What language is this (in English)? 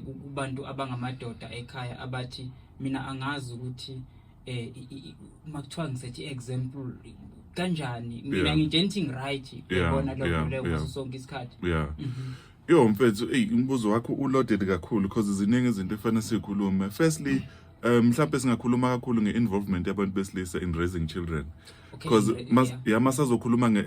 Zulu